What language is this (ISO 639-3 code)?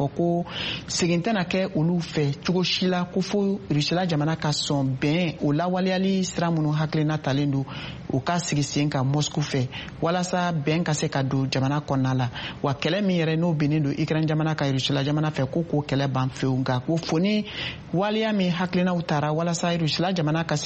bam